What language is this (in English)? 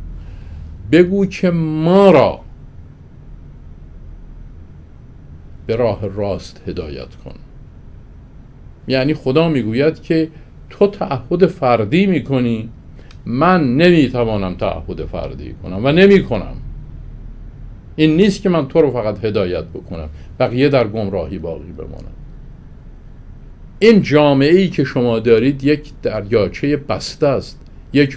Persian